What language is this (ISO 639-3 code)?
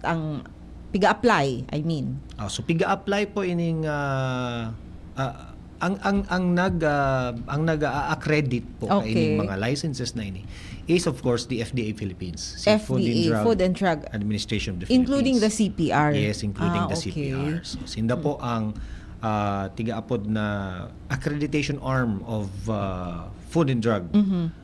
bik